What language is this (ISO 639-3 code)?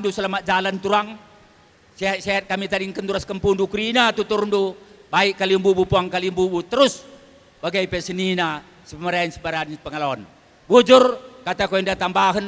btx